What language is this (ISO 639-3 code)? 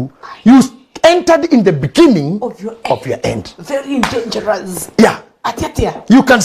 kik